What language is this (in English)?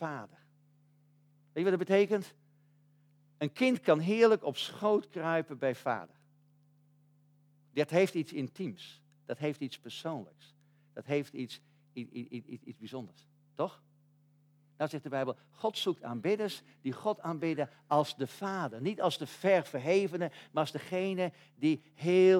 Dutch